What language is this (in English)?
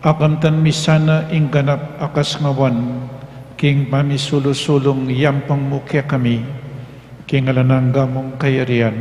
Pampanga